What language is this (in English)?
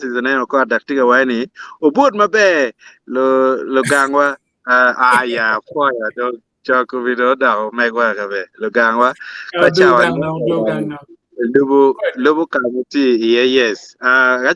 Acoli